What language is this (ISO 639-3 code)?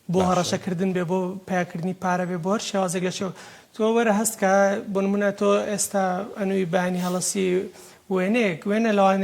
ckb